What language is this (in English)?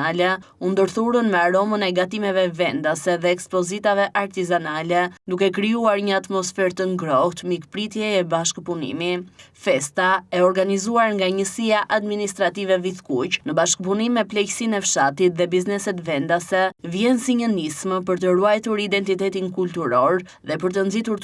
Albanian